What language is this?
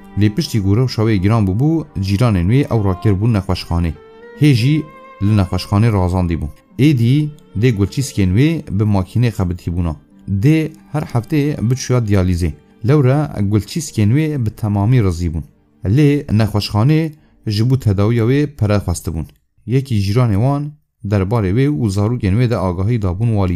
Kurdish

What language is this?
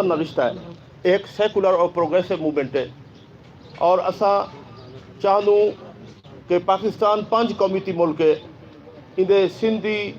Saraiki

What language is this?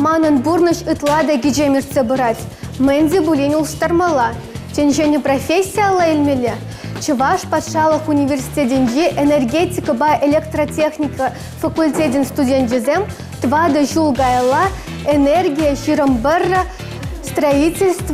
Chuvash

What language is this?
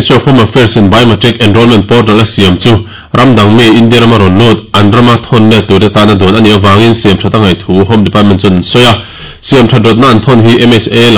Mizo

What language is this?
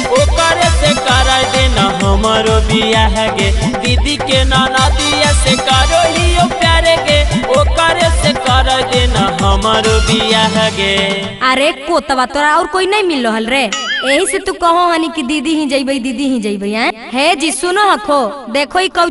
Magahi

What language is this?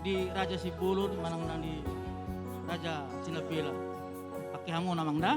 Batak Toba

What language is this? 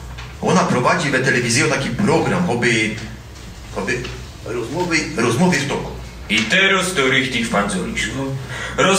Silesian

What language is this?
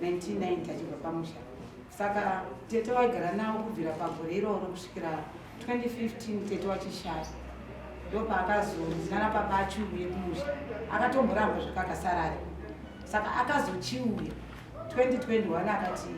Shona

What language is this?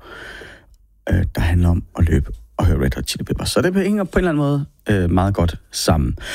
Danish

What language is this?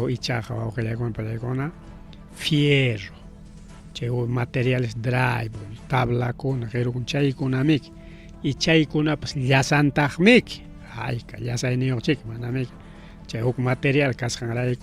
Ayacucho Quechua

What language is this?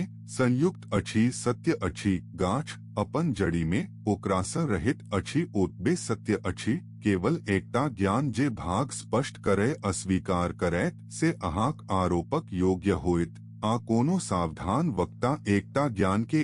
Maithili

